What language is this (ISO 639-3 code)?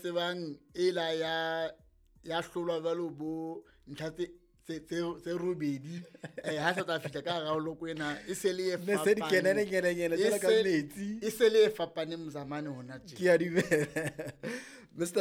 sot